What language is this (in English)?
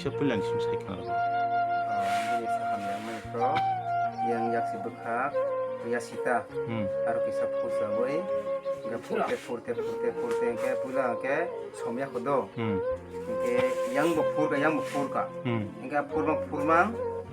Kok Borok